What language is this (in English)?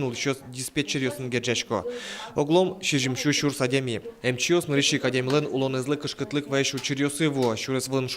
Udmurt